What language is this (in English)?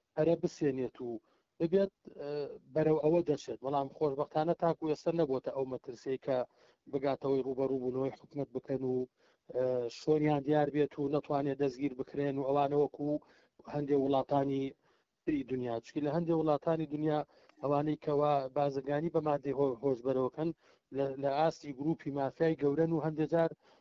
Central Kurdish